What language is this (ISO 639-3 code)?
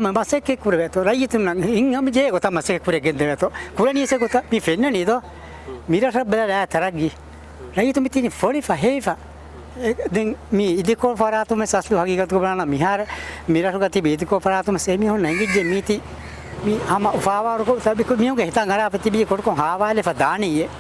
div